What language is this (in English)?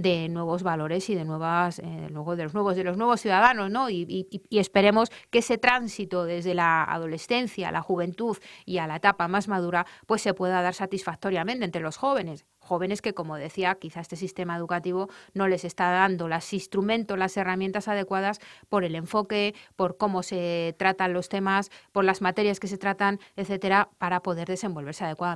Spanish